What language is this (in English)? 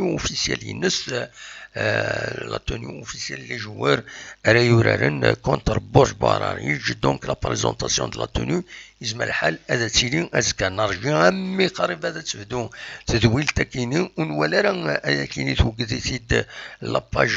Kabyle